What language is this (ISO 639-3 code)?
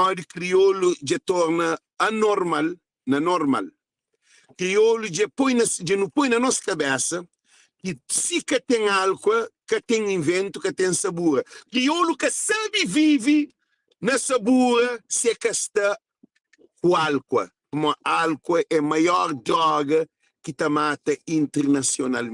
kea